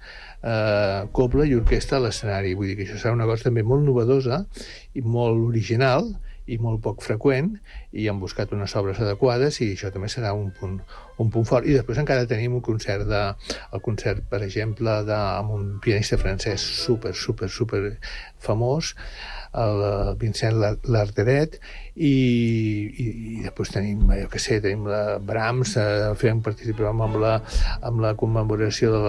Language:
Catalan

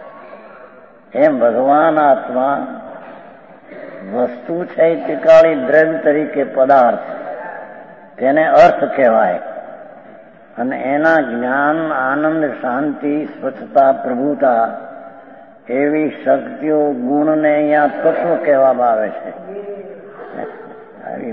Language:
Gujarati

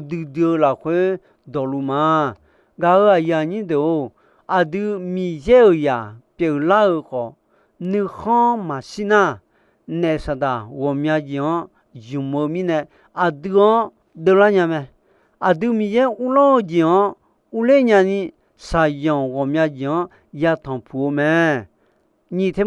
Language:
Akha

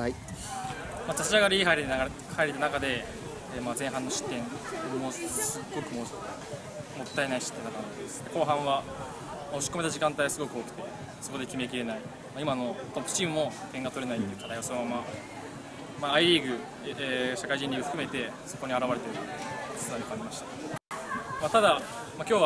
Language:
Japanese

